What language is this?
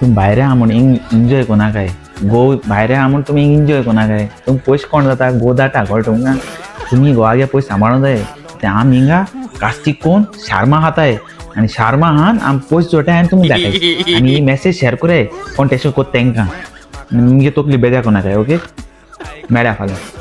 Konkani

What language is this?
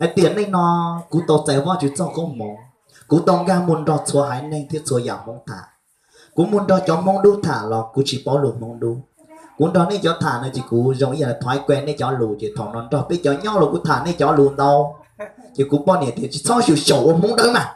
Hmong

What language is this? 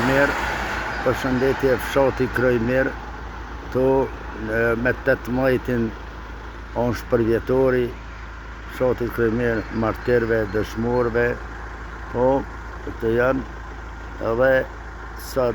Albanian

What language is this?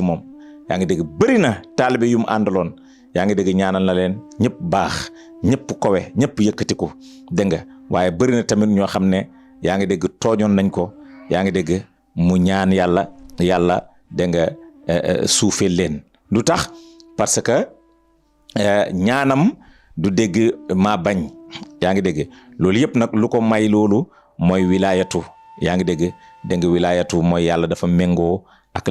Wolof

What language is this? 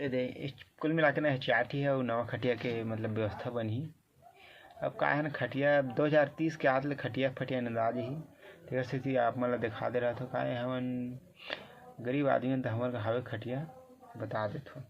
Chhattisgarhi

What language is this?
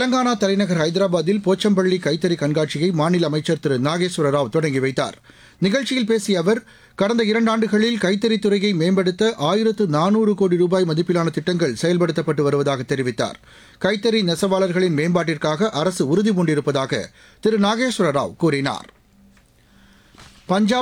Tamil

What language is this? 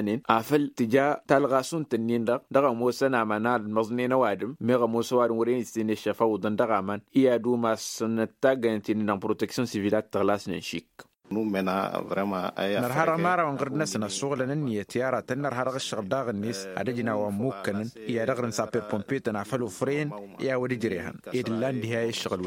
Tamasheq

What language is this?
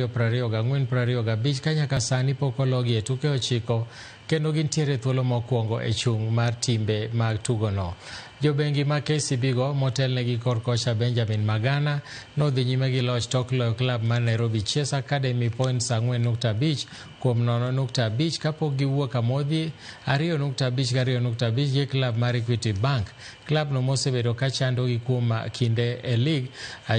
Luo (Kenya and Tanzania)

